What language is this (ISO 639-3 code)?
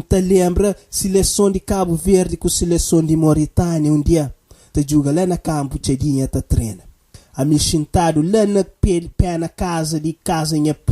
kea